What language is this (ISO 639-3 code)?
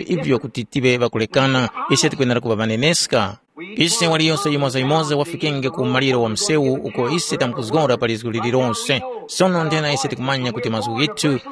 tum